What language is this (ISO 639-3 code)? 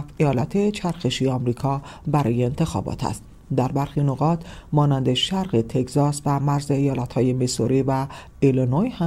fas